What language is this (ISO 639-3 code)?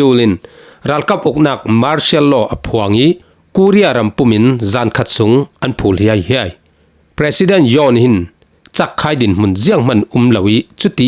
cfm